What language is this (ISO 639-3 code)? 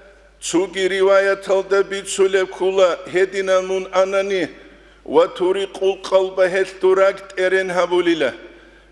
ava